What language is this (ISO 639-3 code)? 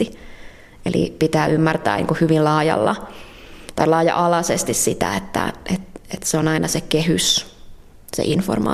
fin